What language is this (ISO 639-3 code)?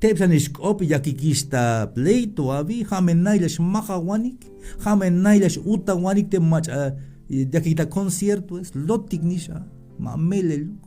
tzh